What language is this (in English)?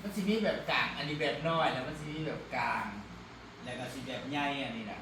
Northeastern Thai